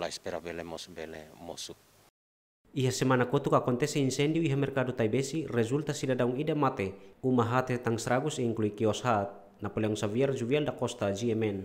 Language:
Tetum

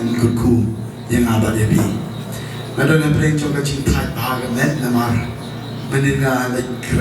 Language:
Khasi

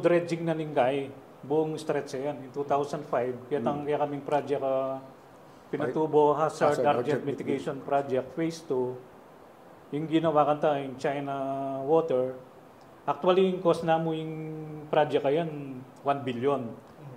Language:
Pampanga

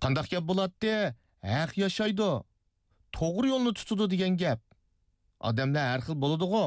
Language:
Uyghur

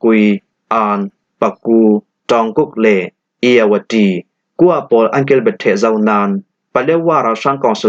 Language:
Falam Chin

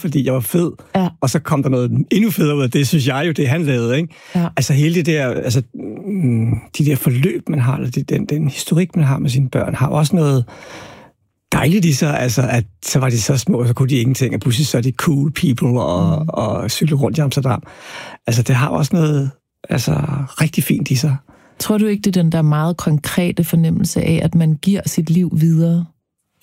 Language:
Danish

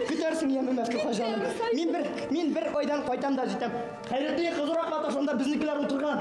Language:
Bashkir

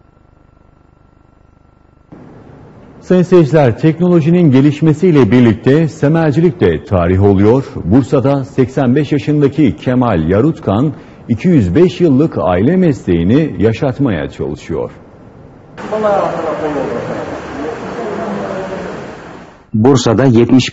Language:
Turkish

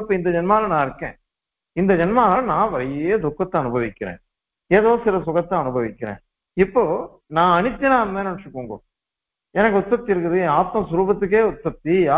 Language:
Tamil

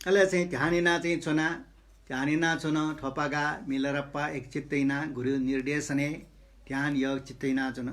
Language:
Newari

